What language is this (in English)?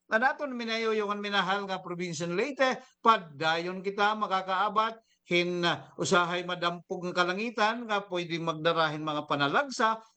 Waray